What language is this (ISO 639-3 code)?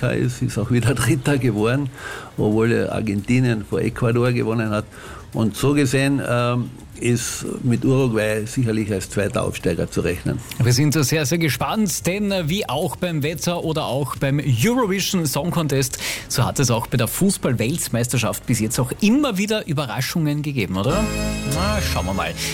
deu